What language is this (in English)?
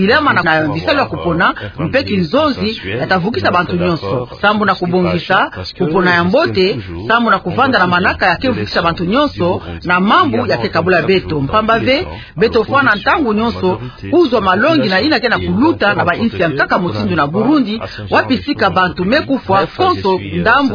Kituba (Democratic Republic of Congo)